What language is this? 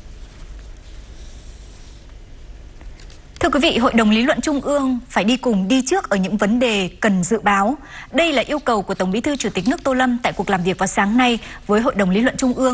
Vietnamese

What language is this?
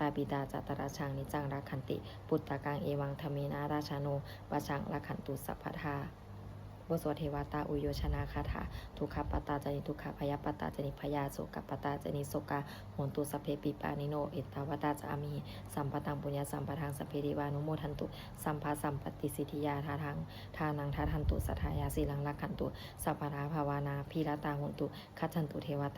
Pali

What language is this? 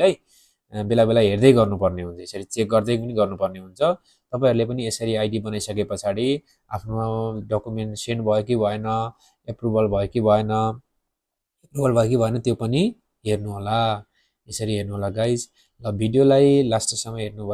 Nepali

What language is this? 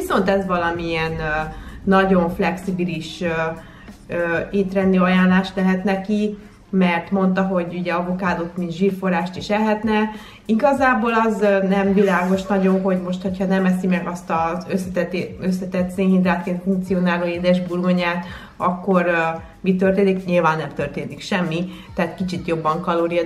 Hungarian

